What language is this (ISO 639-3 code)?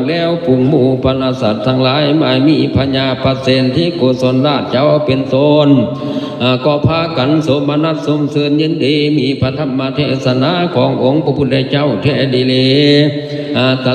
lao